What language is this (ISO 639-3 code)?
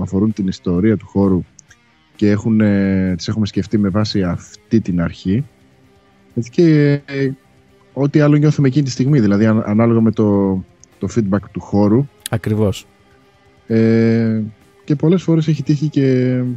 ell